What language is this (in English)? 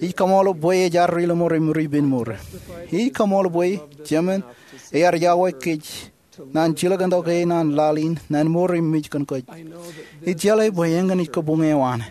Marshallese